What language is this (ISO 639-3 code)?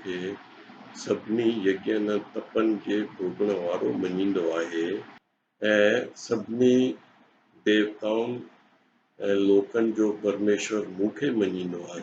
snd